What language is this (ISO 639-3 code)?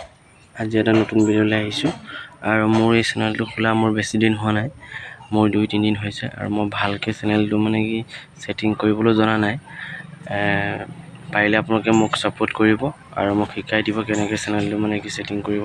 asm